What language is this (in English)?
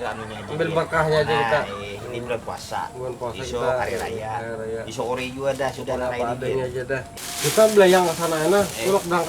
Banjar